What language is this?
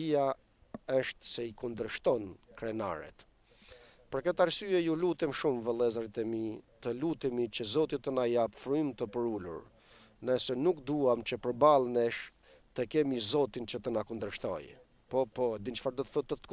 Albanian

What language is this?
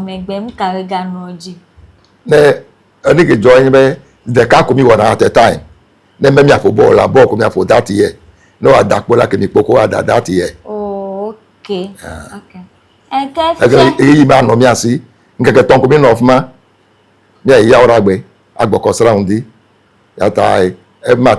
Ewe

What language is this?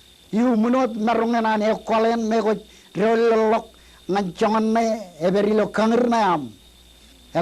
Marshallese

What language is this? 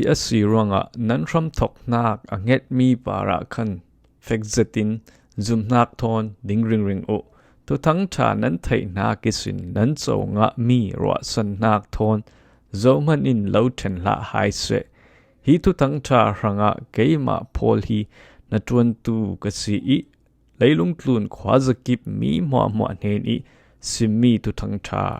Falam Chin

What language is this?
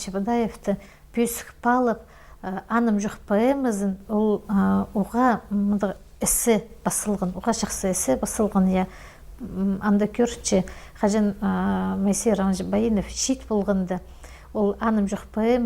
Khakas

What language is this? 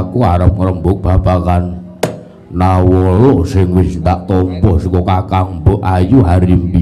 Javanese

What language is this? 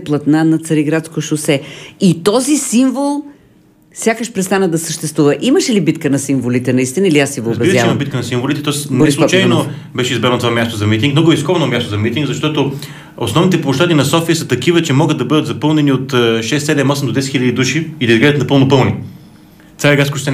Bulgarian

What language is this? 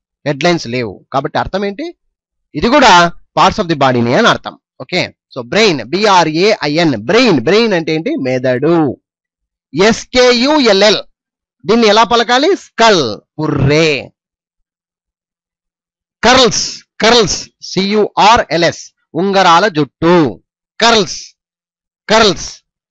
Telugu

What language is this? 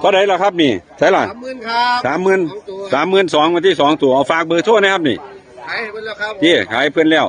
Northeastern Thai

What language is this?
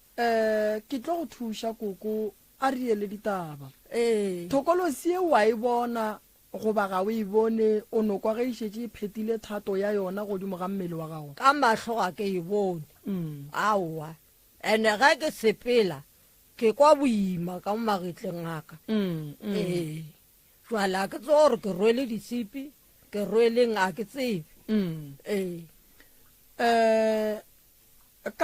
Northern Sotho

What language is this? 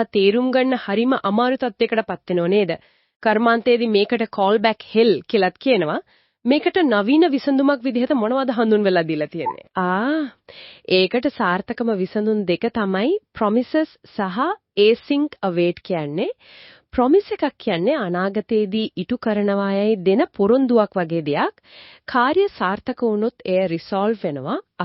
Sinhala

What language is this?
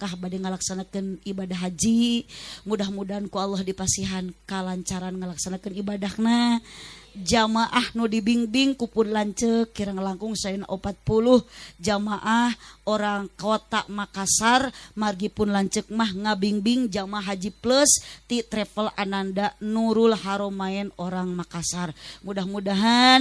Sundanese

